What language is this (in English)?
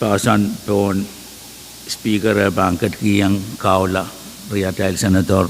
Pohnpeian